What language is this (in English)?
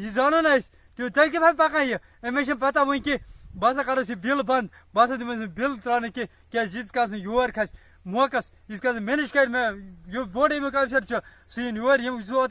Kashmiri